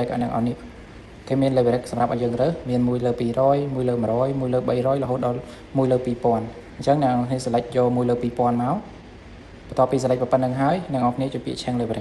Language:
Khmer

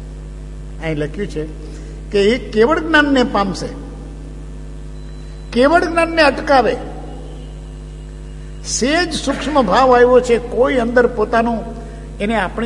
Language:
Gujarati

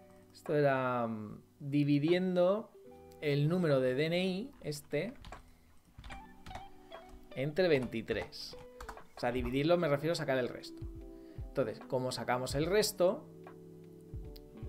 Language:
Spanish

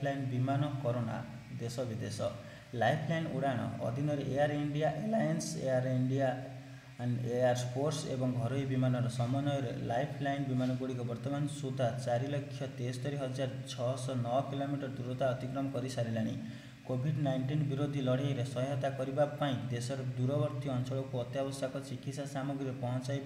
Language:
Odia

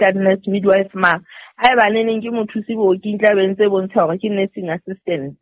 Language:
Southern Sotho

